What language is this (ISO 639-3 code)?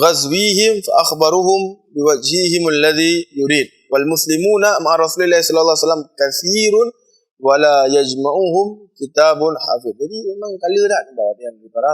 ace